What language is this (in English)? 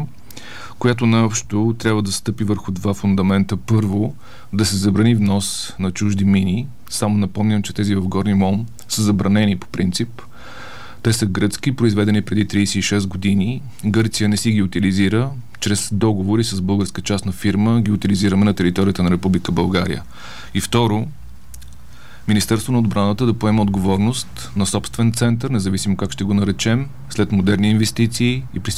Bulgarian